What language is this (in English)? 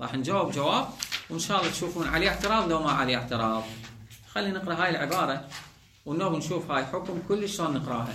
Mesopotamian Arabic